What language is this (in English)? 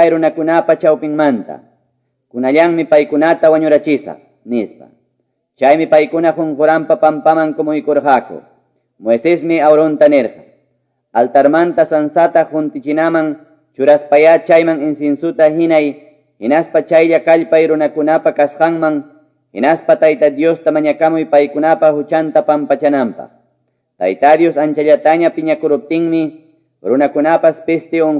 Quechua